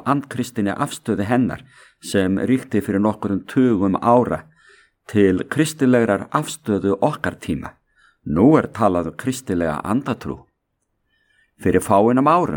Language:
Icelandic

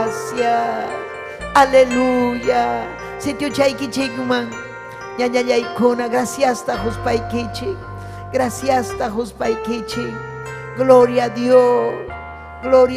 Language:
Ayacucho Quechua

